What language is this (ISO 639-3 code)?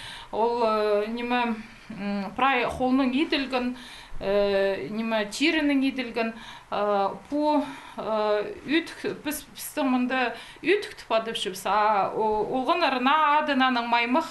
kjh